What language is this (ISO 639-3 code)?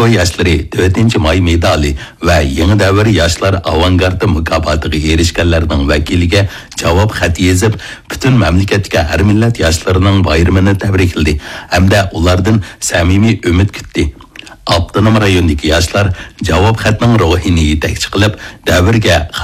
uig